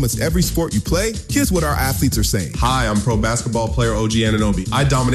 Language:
English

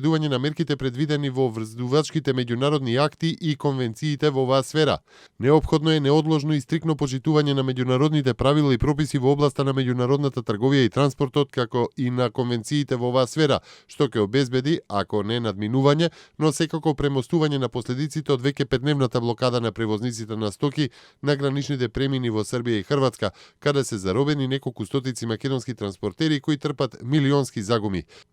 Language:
Macedonian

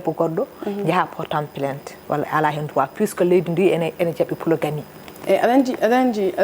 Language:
Fula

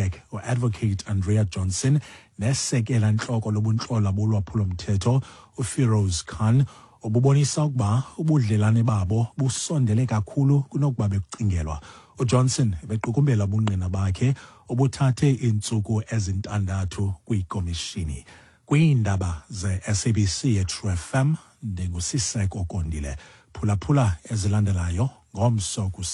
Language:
Xhosa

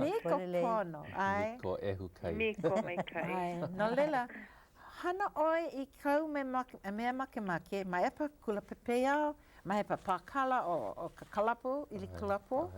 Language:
Hawaiian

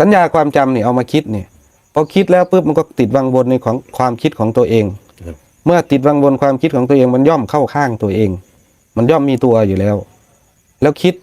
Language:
Northeastern Thai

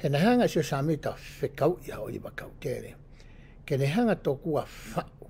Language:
Tongan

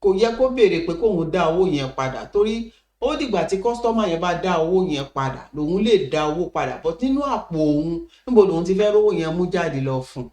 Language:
Yoruba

